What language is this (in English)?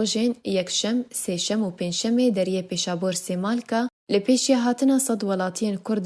Kurdish